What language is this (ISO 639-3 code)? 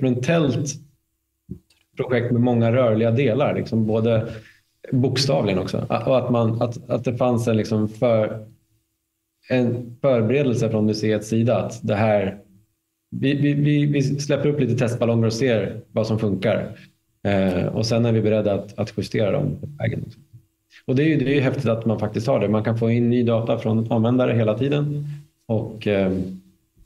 swe